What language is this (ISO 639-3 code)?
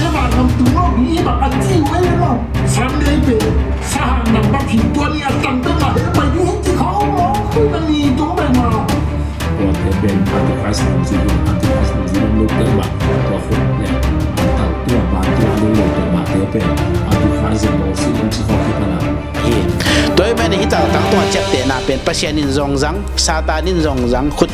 ctd